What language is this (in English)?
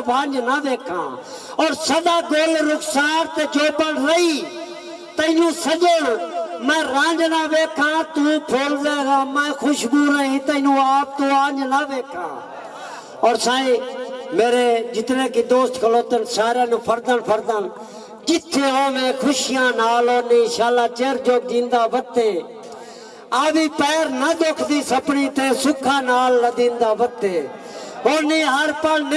Saraiki